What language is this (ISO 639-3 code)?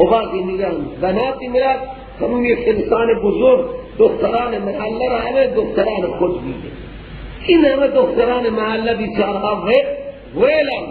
fas